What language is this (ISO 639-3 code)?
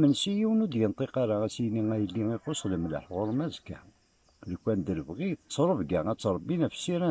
kab